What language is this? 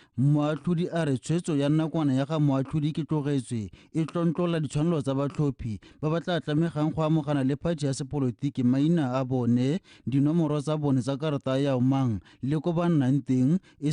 Tswana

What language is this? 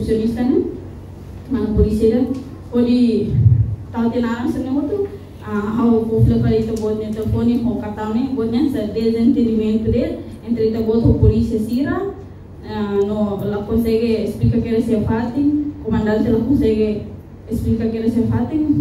Tetum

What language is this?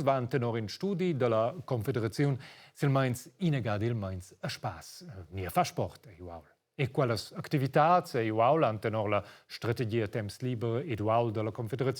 Romansh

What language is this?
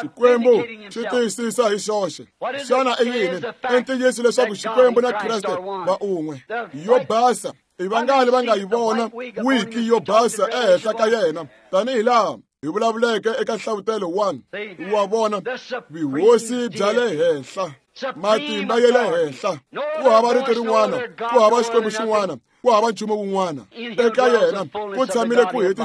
Tsonga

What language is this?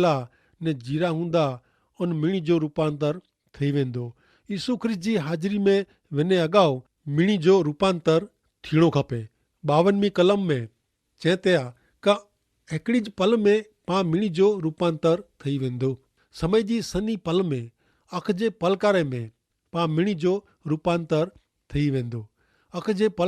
Kachhi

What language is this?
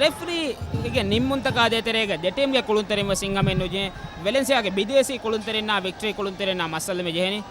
Divehi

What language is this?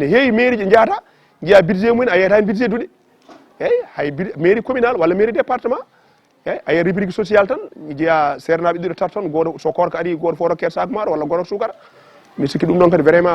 Fula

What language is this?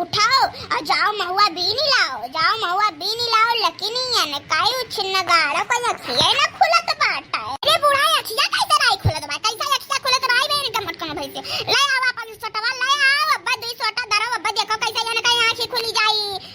Awadhi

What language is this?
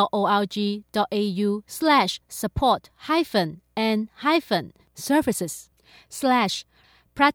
Cantonese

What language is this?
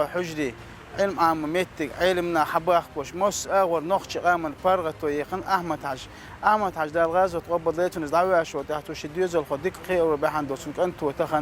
Chechen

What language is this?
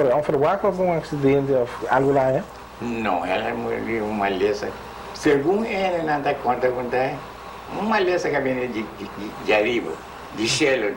Papiamento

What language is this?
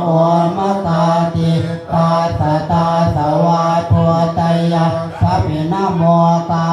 Pali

